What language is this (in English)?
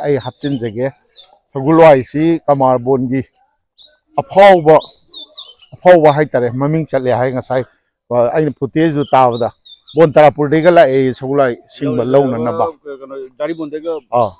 Manipuri